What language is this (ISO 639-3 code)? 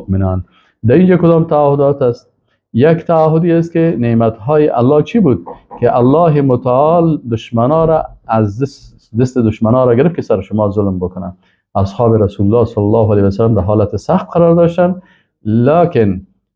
fas